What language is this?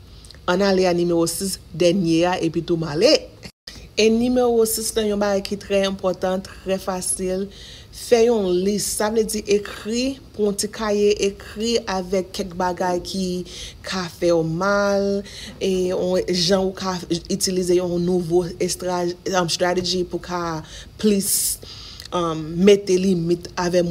Haitian Creole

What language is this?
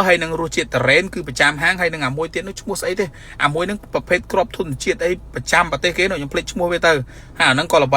Khmer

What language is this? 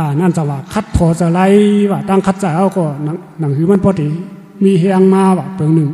Shan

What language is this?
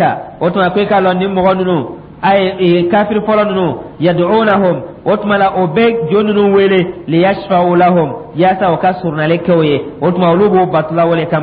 Dyula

